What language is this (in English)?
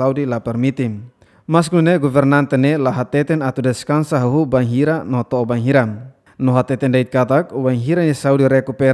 Tetum